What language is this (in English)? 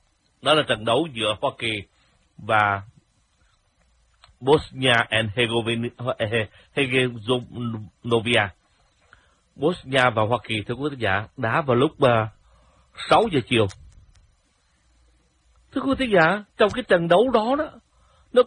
Vietnamese